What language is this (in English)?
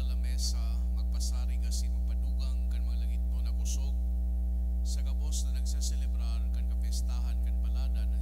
Bikol